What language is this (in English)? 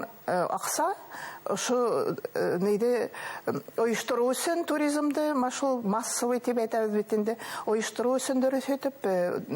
Bashkir